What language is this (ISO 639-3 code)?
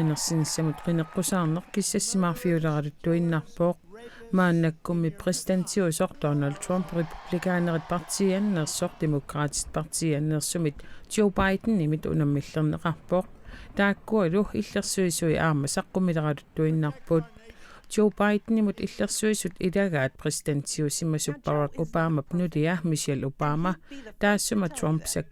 kal